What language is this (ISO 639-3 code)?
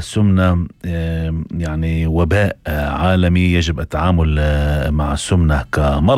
apc